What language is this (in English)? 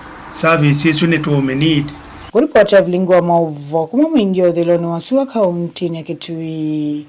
Kamba